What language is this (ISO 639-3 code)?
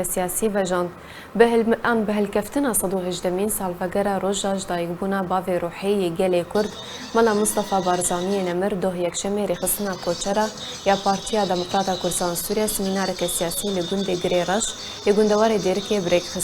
kur